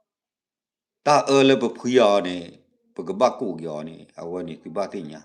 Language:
S'gaw Karen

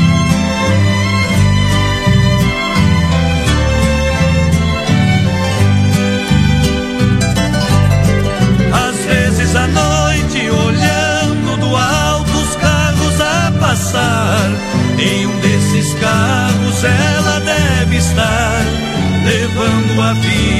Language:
Portuguese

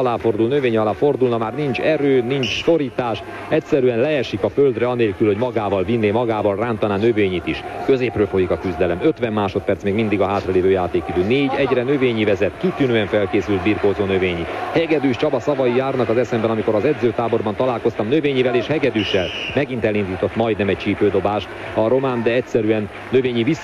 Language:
Hungarian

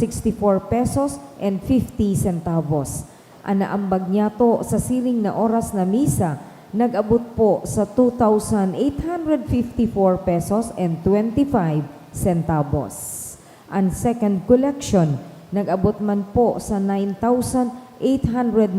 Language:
Bikol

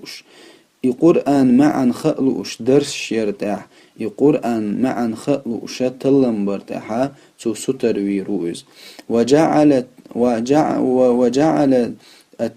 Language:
Chechen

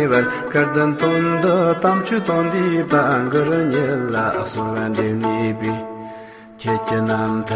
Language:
Tibetan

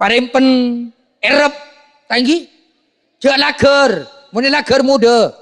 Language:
Madurese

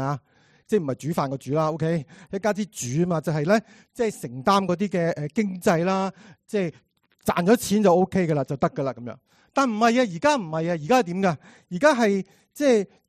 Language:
Cantonese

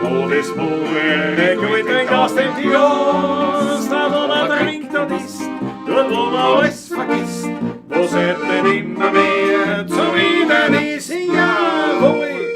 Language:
Bavarian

